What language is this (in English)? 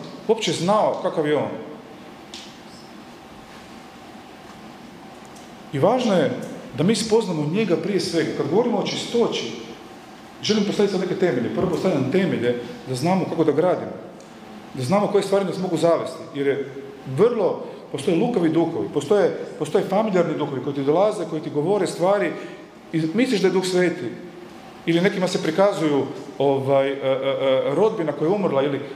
Croatian